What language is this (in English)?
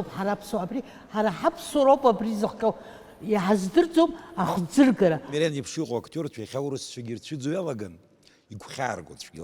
Abkhazian